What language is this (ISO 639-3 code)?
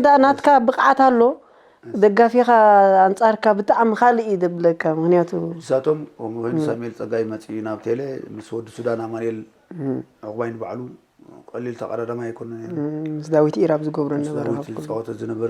tir